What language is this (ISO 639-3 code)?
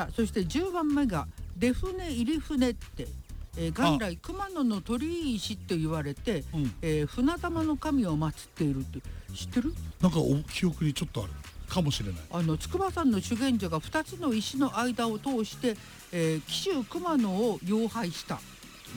jpn